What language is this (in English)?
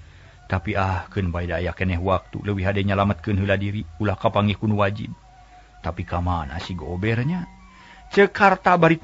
Sundanese